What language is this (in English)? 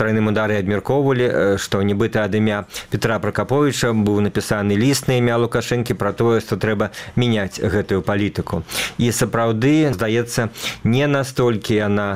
Belarusian